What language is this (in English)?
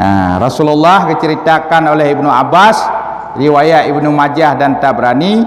Achinese